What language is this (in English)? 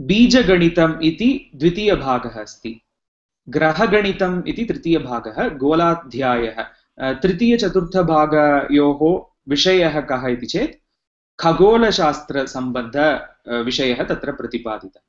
Sanskrit